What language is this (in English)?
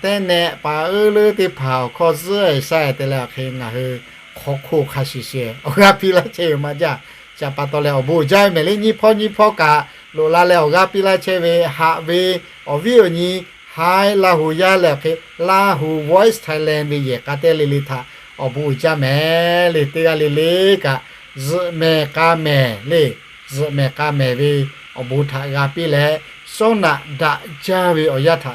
Lahu